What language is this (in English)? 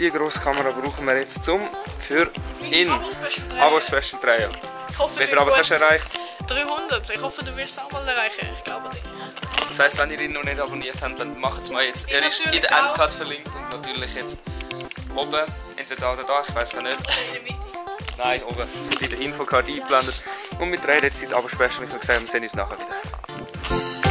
Swiss German